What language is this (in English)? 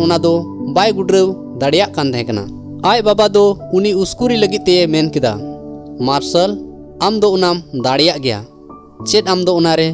Santali